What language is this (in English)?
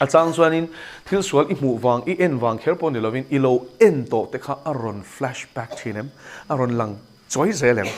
Mizo